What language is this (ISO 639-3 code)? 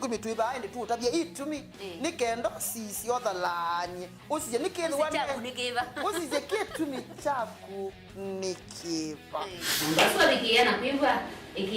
kam